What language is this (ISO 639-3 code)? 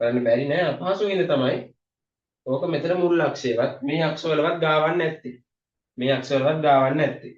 sin